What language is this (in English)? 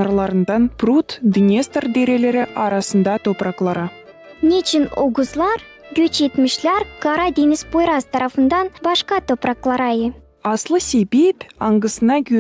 Gagauz